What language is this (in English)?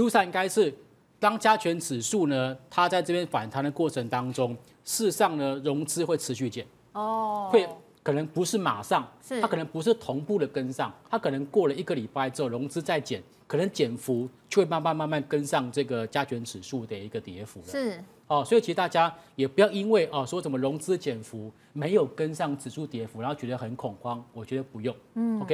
Chinese